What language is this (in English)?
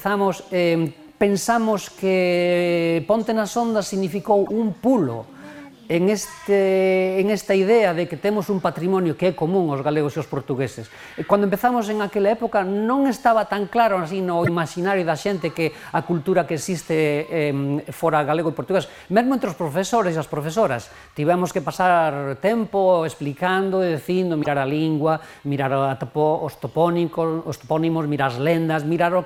Galician